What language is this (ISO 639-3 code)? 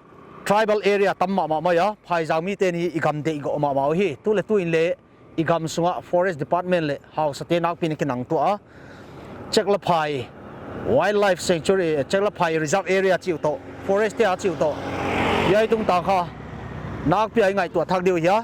pck